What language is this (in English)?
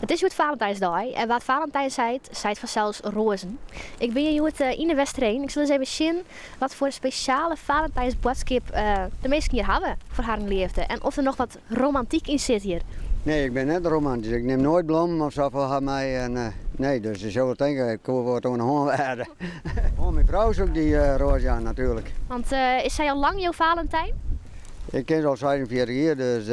Western Frisian